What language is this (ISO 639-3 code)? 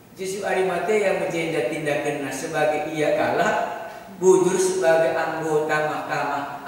btx